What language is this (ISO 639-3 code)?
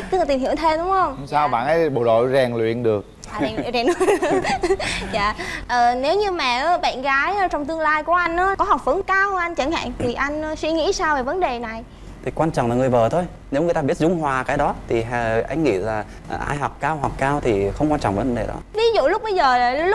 vie